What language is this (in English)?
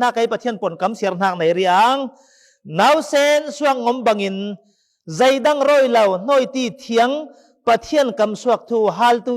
Falam Chin